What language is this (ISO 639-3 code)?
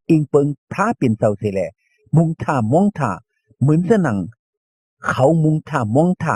shn